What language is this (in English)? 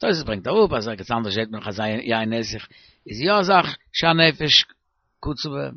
Yiddish